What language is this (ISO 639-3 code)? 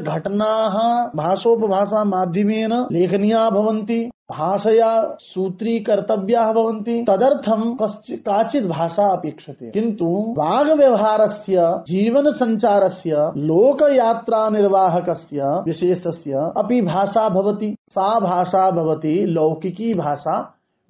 san